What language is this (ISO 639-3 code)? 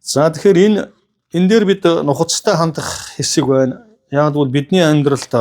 mon